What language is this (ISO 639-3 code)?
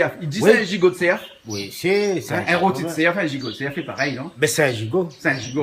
rcf